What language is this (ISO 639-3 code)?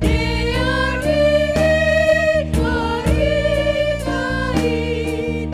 bts